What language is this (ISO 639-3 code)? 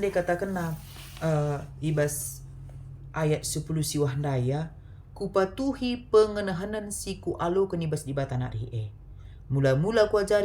btx